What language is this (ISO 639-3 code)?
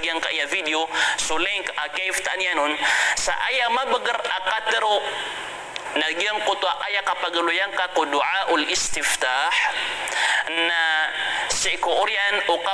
mrw